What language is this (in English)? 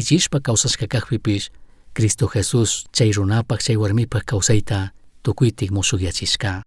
Chimborazo Highland Quichua